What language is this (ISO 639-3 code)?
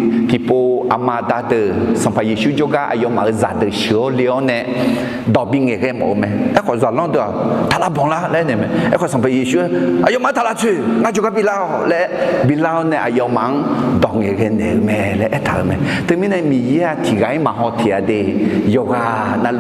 ahk